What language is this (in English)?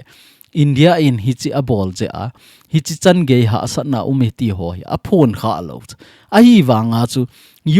Thado Chin